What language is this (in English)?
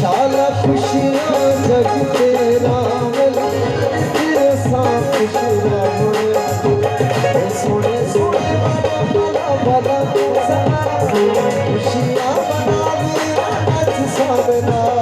Saraiki